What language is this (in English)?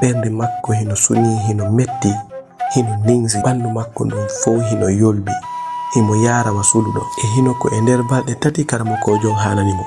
Fula